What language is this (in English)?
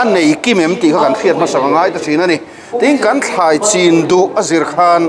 Mizo